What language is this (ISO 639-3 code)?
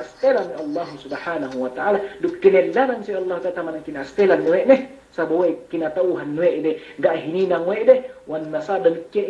yka